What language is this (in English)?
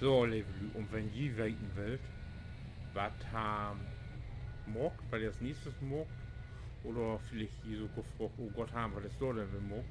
Low German